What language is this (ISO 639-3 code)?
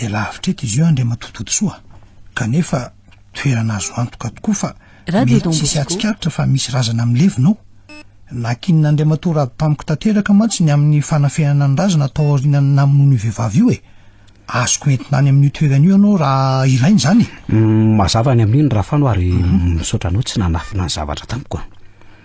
mlg